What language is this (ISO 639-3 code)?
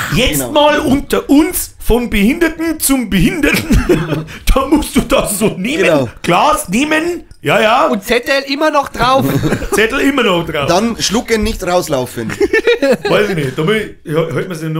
bar